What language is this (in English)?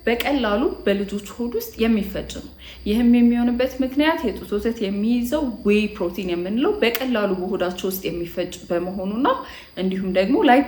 Amharic